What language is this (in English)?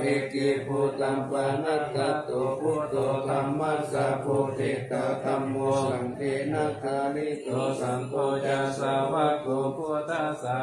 Pali